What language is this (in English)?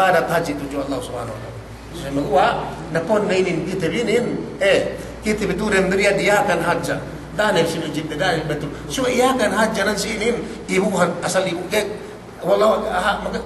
Yakan